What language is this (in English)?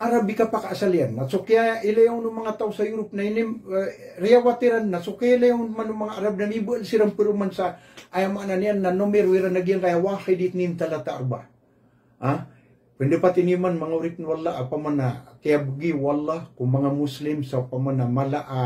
Maranao